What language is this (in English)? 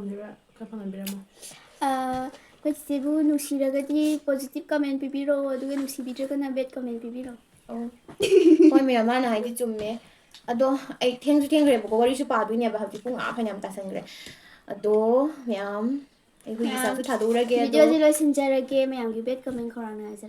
Manipuri